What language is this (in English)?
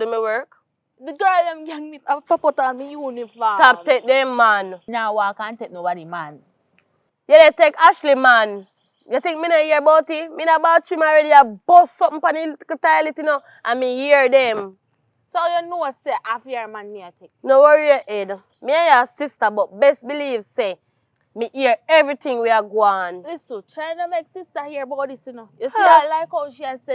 Jamaican Creole English